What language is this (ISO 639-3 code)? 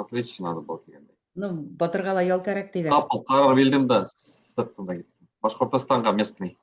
bak